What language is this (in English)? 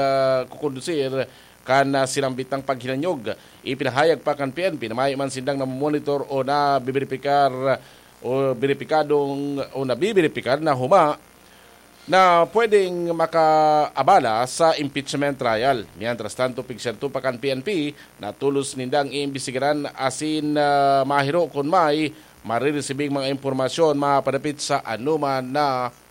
Bikol